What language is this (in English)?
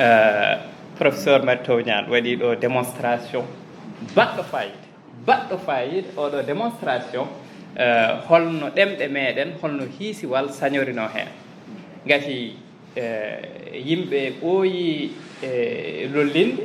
Fula